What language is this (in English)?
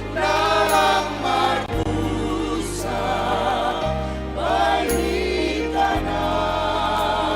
Batak Simalungun